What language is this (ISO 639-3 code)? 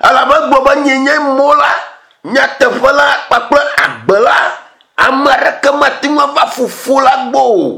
ewe